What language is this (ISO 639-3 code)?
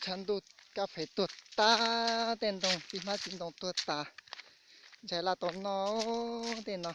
hmn